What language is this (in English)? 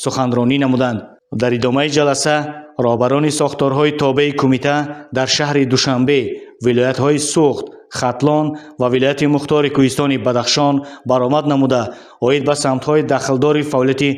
Tajik